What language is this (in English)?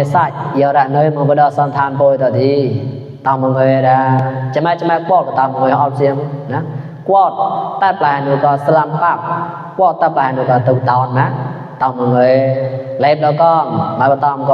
Mon